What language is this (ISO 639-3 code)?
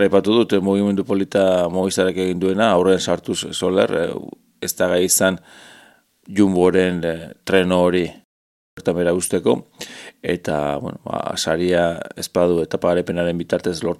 eus